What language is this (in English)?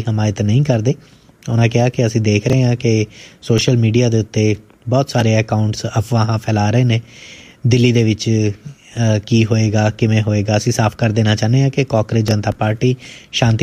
Punjabi